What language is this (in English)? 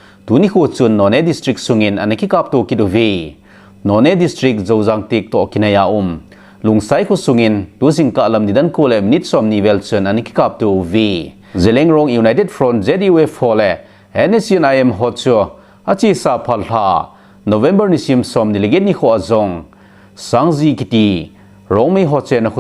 Thado Chin